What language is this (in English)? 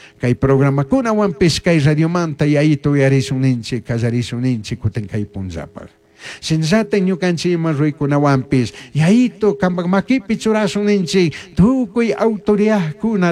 Chimborazo Highland Quichua